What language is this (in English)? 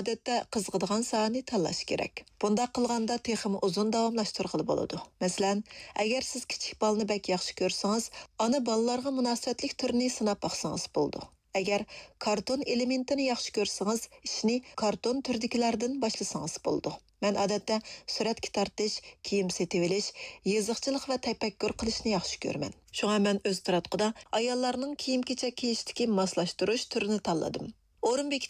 Uyghur